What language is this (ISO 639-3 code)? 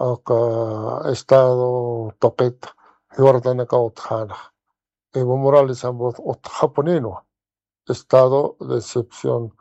aym